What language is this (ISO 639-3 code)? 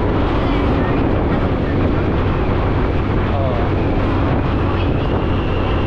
fil